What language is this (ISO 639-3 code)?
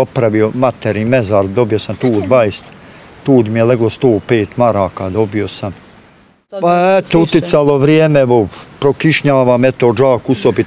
bos